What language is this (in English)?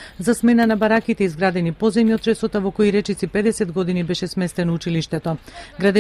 Macedonian